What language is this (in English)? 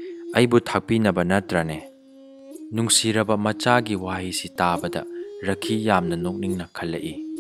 Manipuri